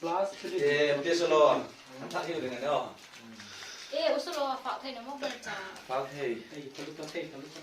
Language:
Hmar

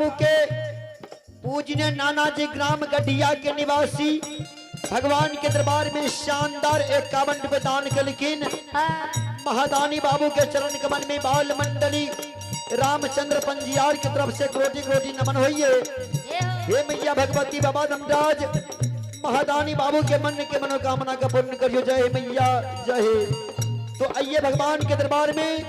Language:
Maithili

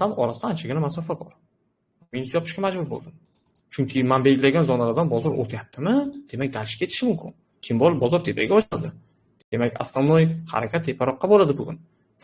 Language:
Uzbek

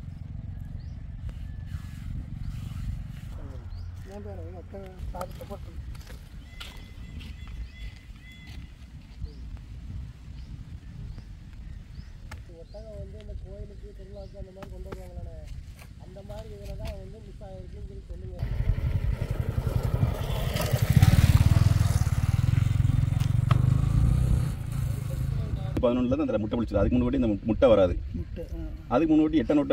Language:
Tamil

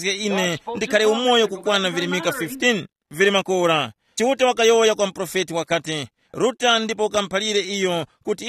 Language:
Tumbuka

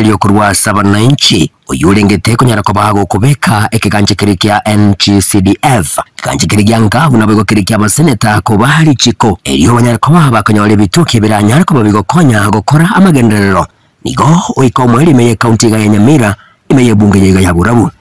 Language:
Gusii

